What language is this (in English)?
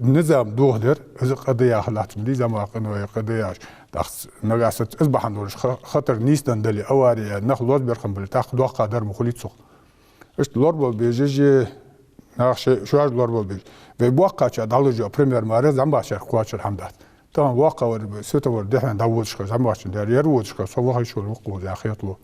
Ingush